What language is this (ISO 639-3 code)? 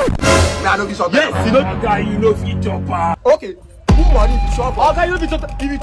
pcm